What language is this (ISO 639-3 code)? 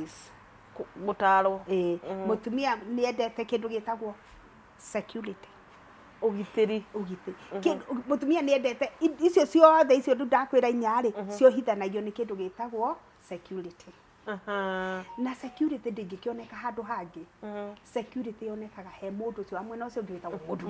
kik